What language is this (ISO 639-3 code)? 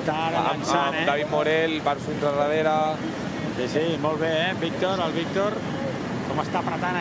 cat